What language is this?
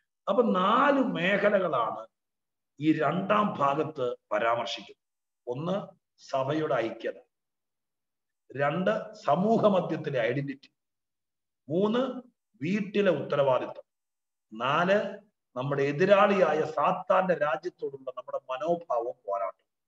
Malayalam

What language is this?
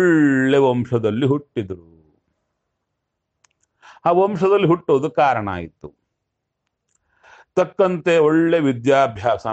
Kannada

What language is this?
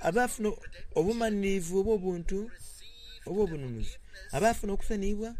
Soga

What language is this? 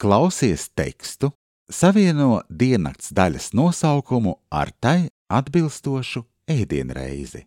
Latvian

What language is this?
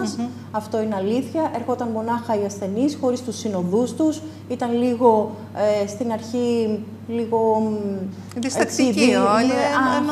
Greek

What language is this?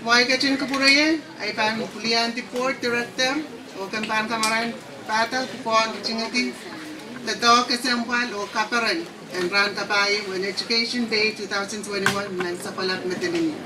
Pohnpeian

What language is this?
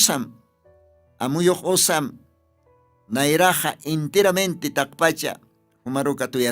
Aymara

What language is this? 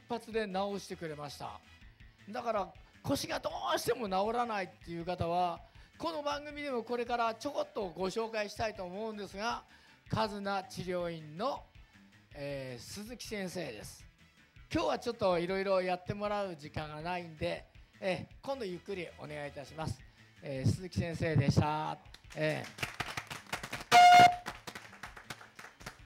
Japanese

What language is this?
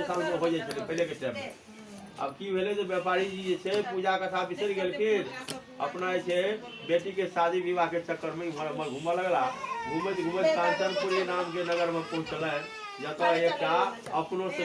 Maithili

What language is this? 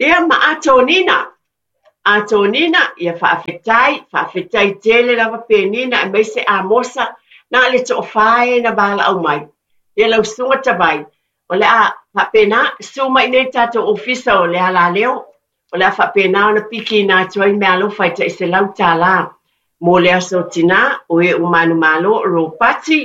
Samoan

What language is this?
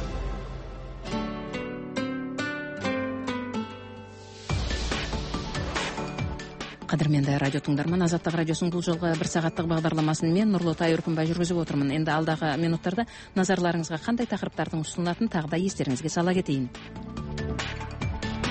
Kazakh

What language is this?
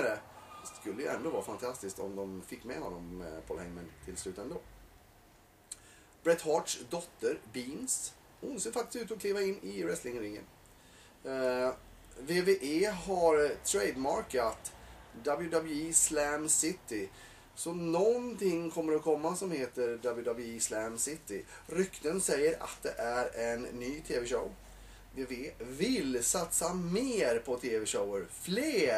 Swedish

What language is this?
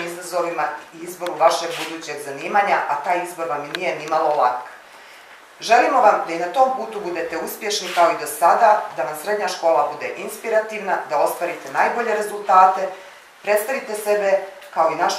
Bosnian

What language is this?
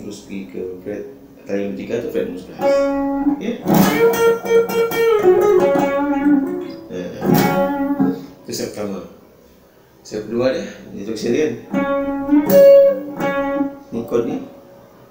Malay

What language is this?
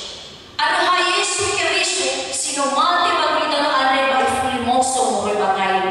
Nias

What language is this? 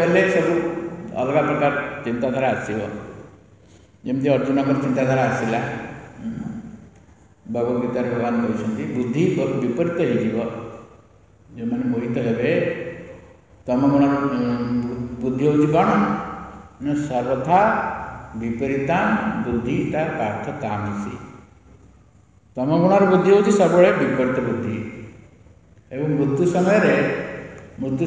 Odia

